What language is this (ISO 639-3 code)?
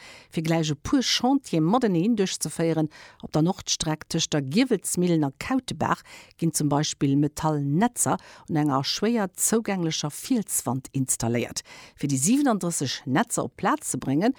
ltz